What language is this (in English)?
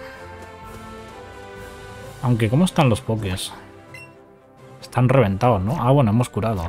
Spanish